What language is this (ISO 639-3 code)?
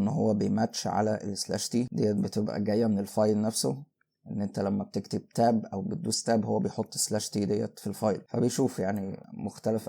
arz